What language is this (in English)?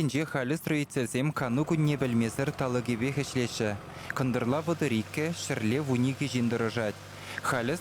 Chuvash